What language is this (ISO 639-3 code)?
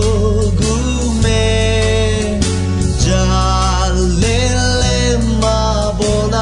ahk